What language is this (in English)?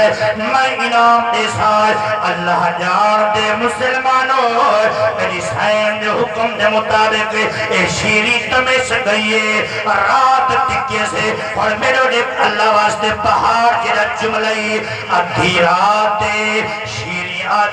Saraiki